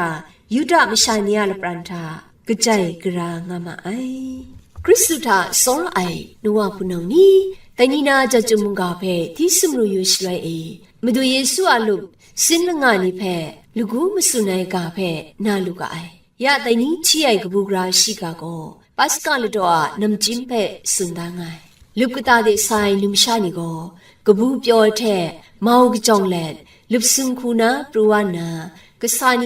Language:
Kachin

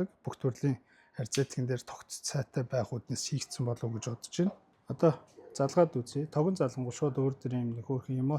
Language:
Mongolian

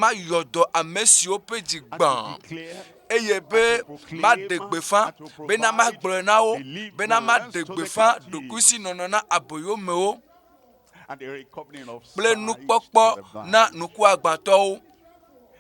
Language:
Ewe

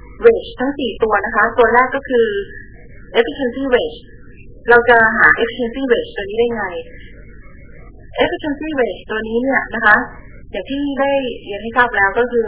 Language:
Thai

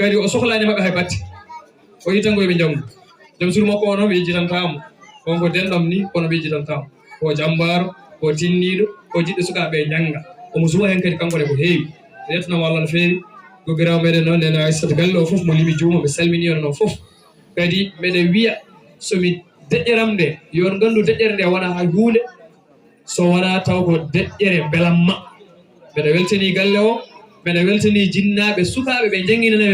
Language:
Fula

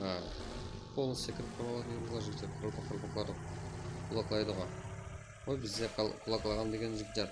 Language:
Kara-Kalpak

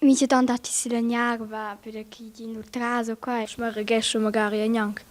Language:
Romansh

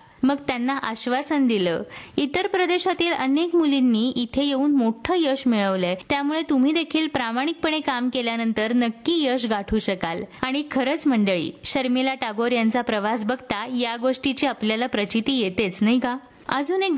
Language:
Marathi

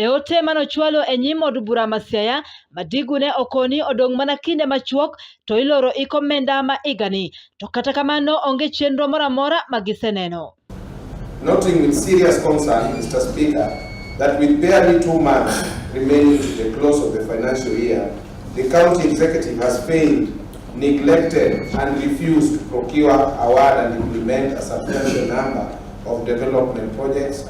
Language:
Luo (Kenya and Tanzania)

